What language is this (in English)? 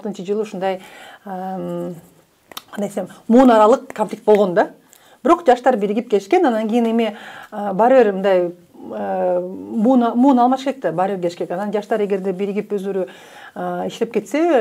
Kyrgyz